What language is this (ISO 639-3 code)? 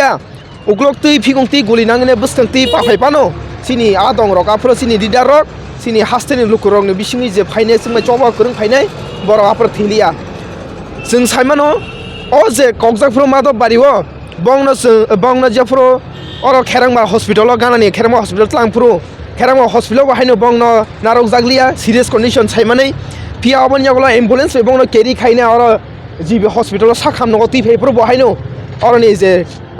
trp